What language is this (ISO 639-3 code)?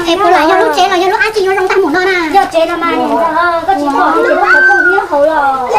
hmn